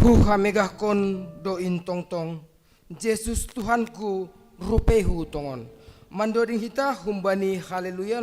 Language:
Batak Simalungun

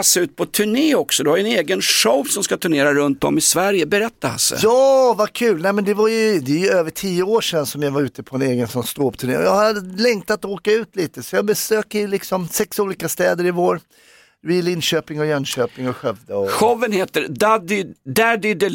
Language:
Swedish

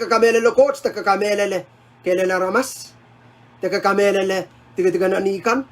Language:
Pohnpeian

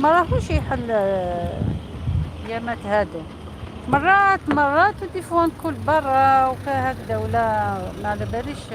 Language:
Algerian Arabic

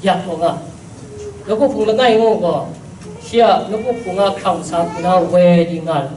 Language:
Kachin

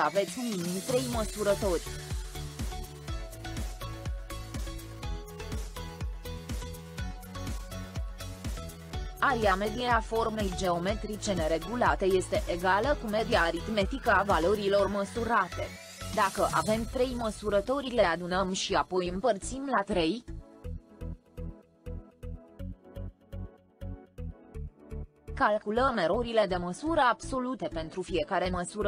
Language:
Romanian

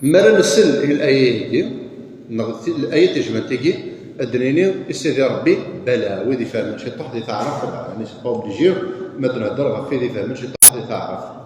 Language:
Kabyle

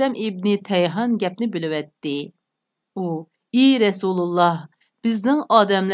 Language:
Uyghur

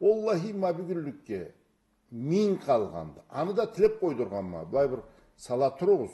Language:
Karachay-Balkar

